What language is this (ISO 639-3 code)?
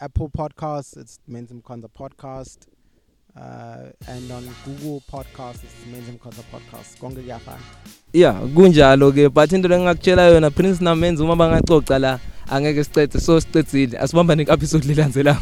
eng